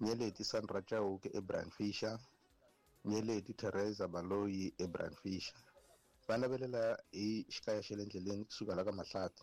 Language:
Tsonga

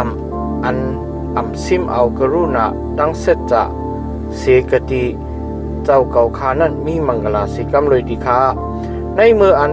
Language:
Shan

